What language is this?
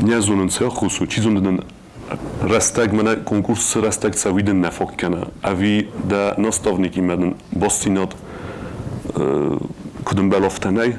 Ossetic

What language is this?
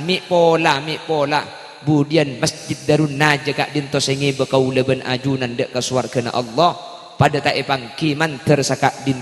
Madurese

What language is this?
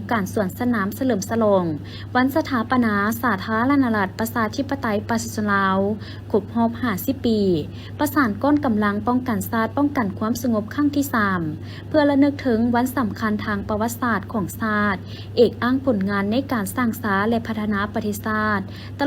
Lao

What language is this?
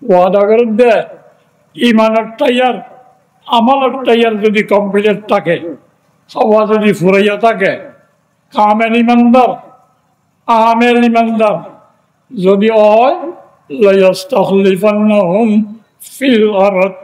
Rohingya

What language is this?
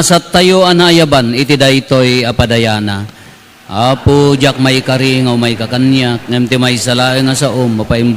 Iloko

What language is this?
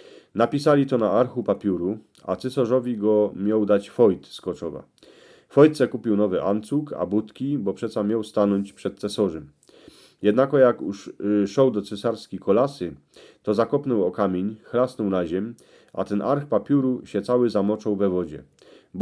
Silesian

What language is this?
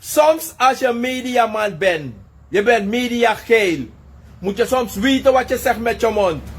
Sranan Tongo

